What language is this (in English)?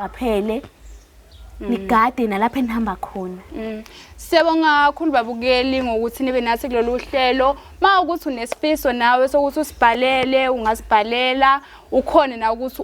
Zulu